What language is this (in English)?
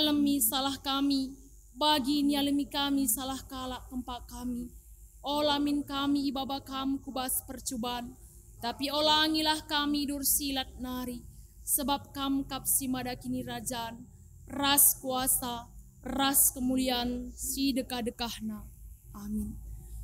Batak Karo